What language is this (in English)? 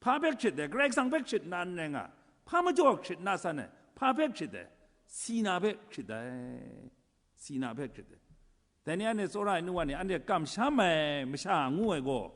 Kachin